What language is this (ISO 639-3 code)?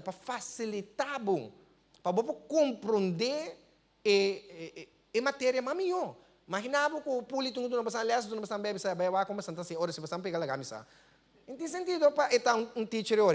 pap